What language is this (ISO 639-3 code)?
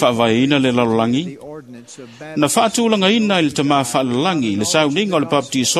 smo